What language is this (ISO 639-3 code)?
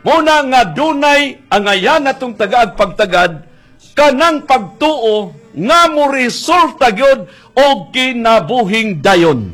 ceb